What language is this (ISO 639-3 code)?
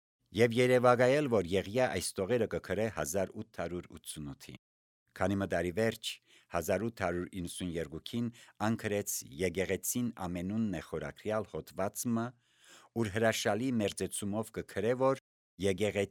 hye